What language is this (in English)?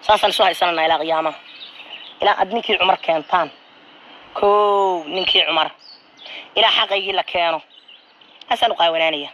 Somali